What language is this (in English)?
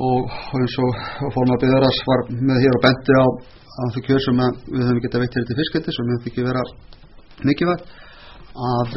Icelandic